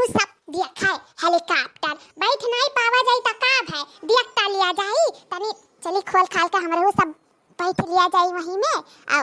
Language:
Awadhi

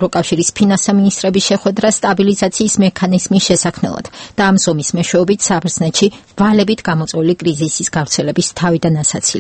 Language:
Georgian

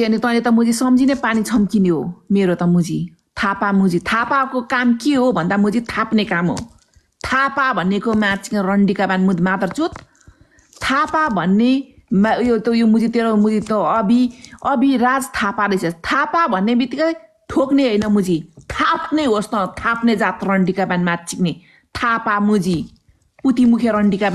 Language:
Nepali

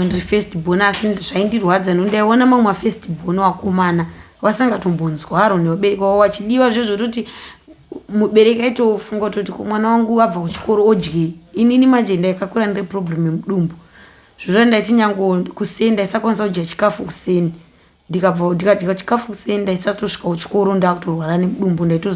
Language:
Shona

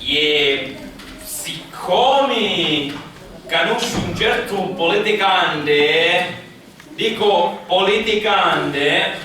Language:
Sicilian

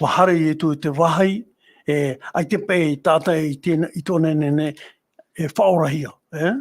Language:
Tahitian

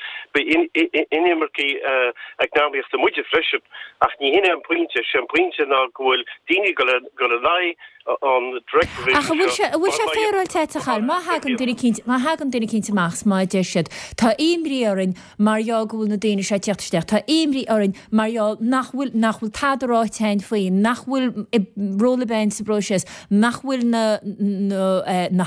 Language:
Irish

